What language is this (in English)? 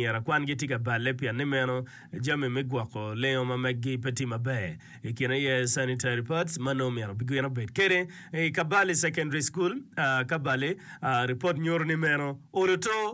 Acoli